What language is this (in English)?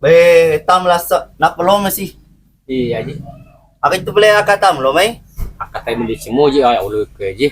Buginese